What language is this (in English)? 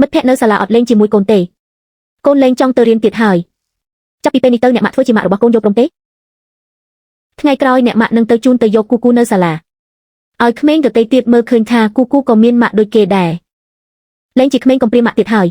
Khmer